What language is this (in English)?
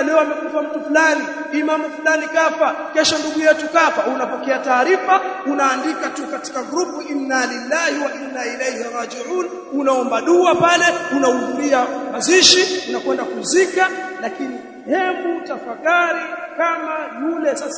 Swahili